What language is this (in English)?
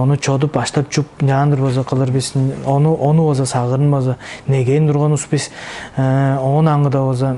Tuvinian